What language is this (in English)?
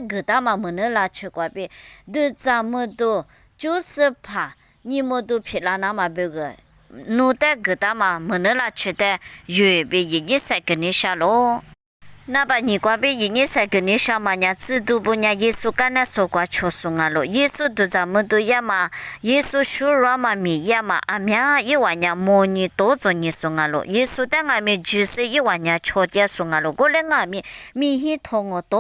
Lisu